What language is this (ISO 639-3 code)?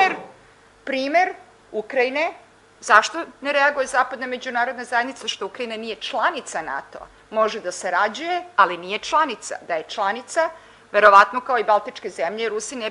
srp